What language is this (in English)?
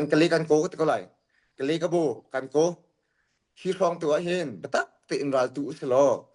Hakha Chin